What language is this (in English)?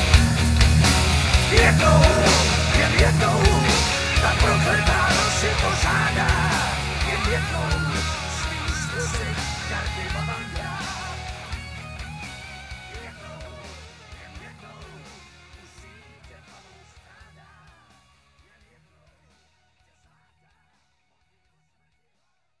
Czech